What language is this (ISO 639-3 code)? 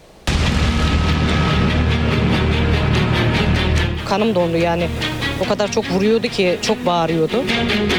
tur